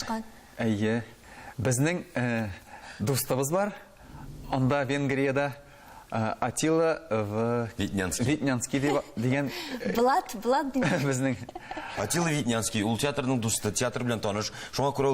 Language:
Tatar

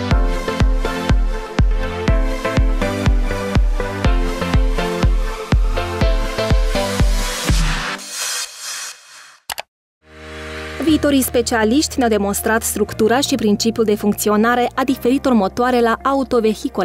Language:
Romanian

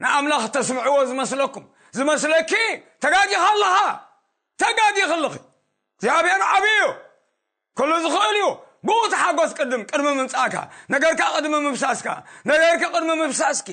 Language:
Tigrinya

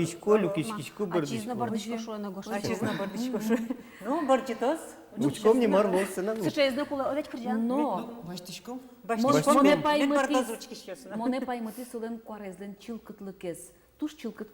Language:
Udmurt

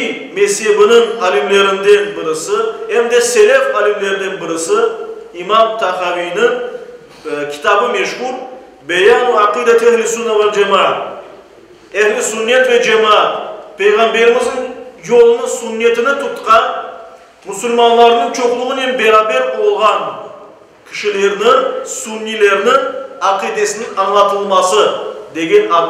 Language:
Crimean Tatar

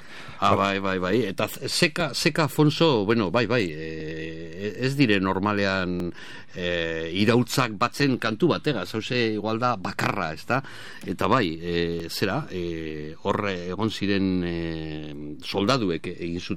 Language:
Basque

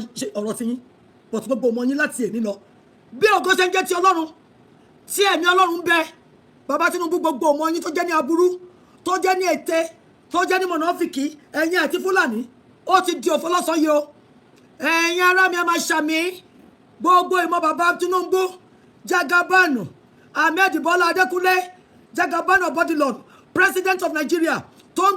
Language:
Yoruba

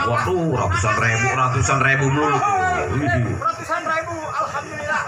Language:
Betawi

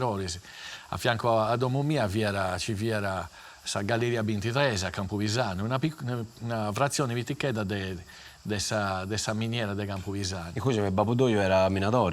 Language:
Sardinian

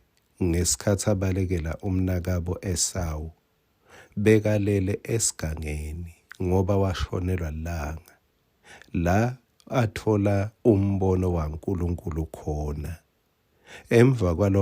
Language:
Swati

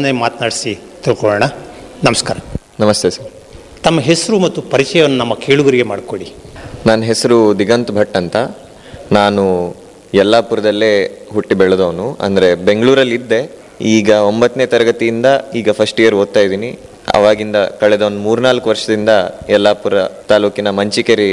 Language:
Kannada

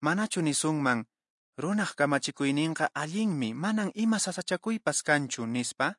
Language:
Quechua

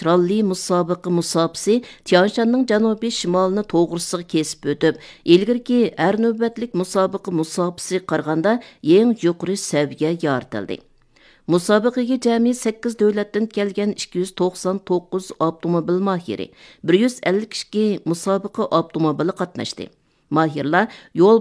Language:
Uyghur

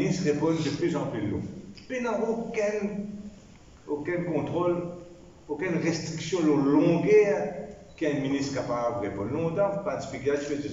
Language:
Morisyen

